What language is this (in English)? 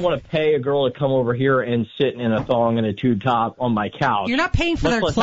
English